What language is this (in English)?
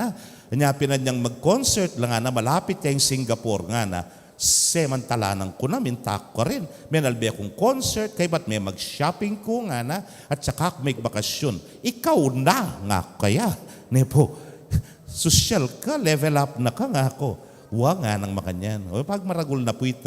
Pampanga